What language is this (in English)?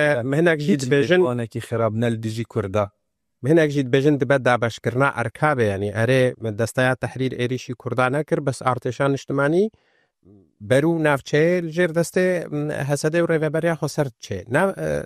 Kurdish